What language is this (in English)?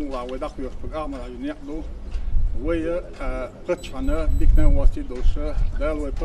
Chechen